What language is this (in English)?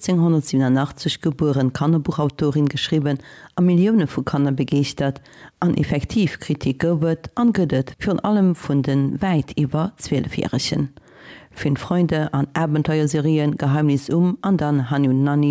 Luxembourgish